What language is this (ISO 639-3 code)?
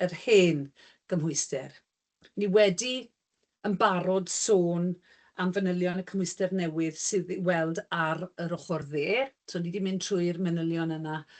cym